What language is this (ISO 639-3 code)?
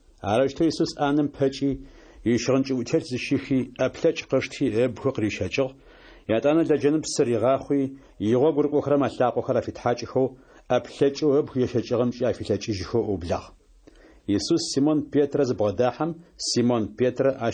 ady